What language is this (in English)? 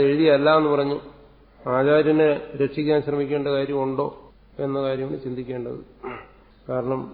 Malayalam